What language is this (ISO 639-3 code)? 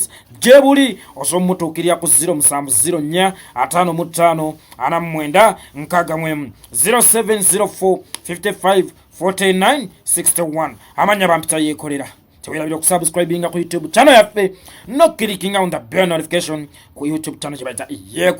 lug